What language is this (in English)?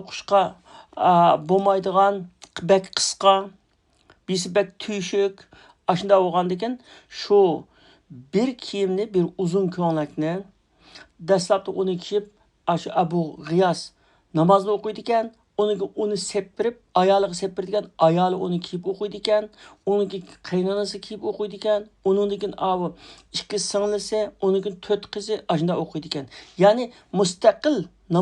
Uyghur